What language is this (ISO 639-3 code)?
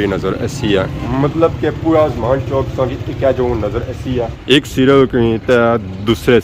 phr